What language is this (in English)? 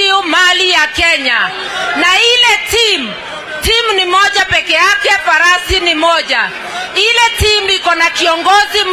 Swahili